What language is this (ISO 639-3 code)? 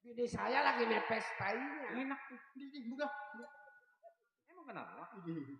bew